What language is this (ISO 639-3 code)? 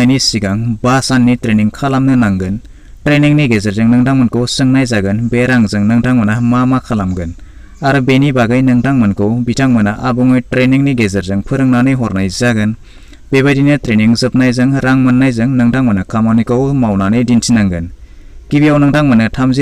brx